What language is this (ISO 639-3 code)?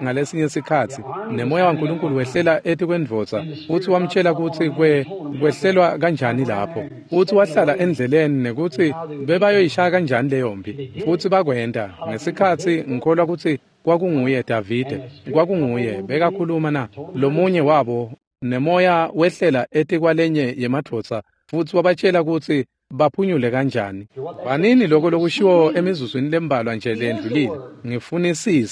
ssw